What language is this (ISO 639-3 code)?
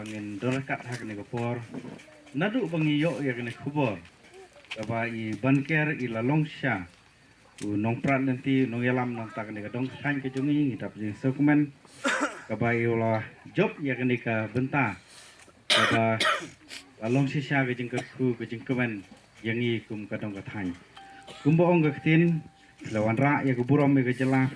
kha